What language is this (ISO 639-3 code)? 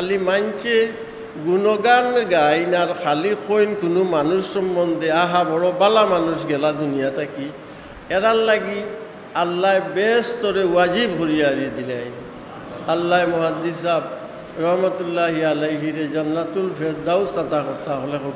syl